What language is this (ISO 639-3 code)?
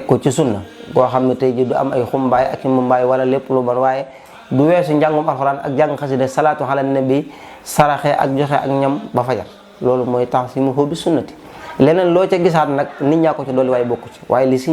wol